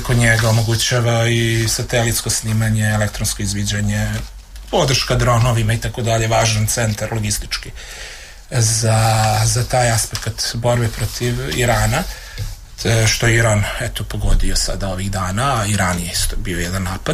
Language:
Serbian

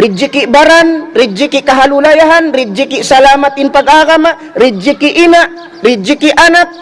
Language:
Tausug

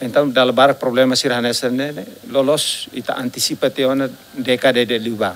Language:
Tetum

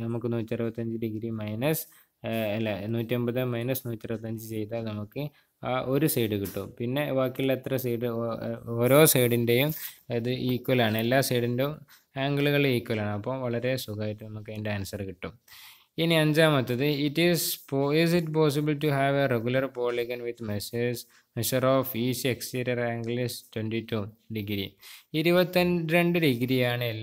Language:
Malayalam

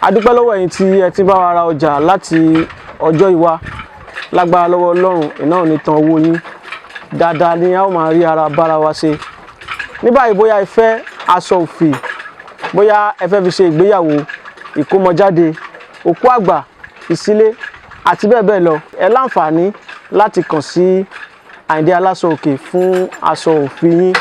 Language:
Yoruba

